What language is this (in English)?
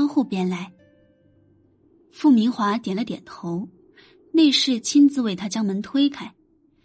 Chinese